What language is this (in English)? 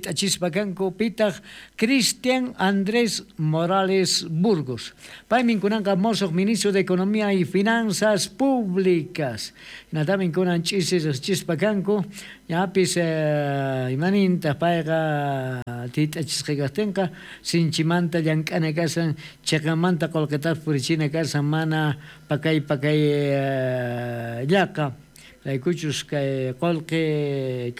South Bolivian Quechua